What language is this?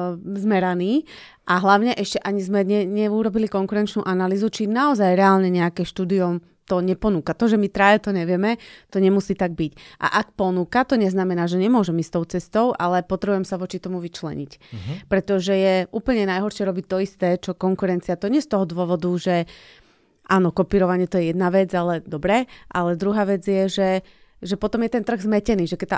Slovak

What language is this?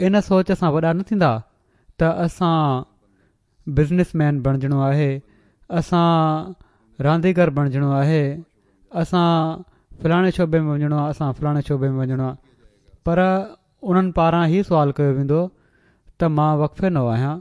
Sindhi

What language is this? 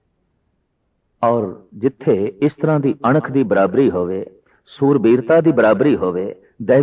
Punjabi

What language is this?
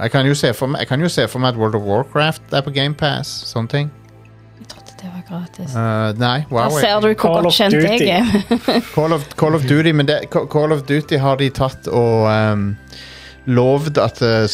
Norwegian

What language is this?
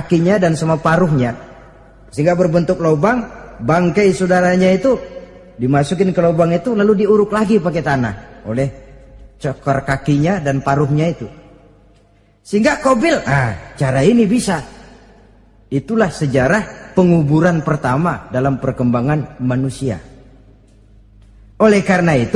Indonesian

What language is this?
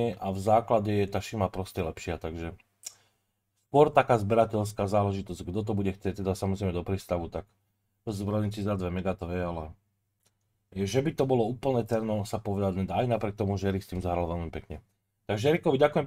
Slovak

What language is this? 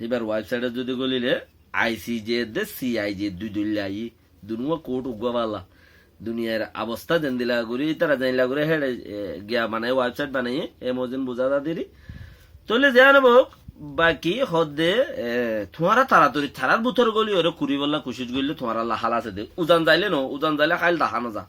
Rohingya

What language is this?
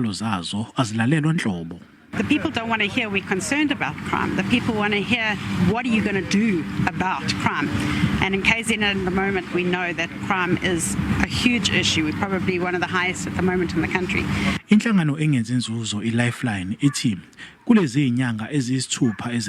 Zulu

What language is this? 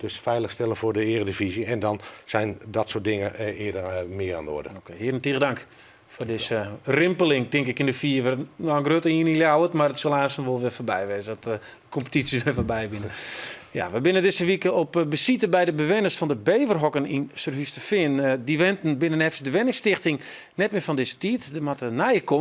Western Frisian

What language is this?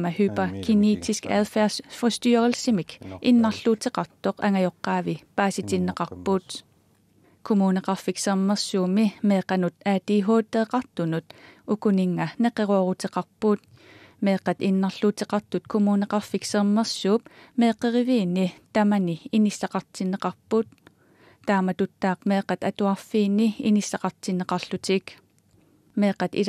Kalaallisut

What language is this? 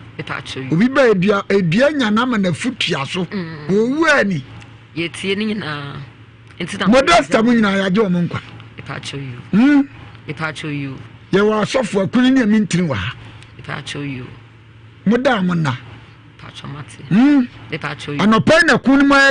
Akan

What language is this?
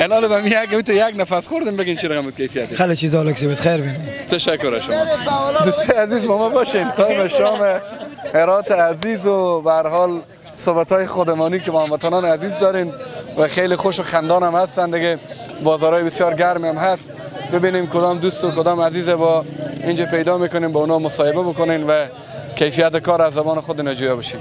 Persian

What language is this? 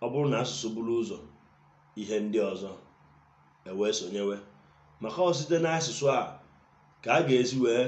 Igbo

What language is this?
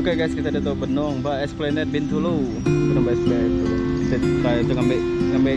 Iban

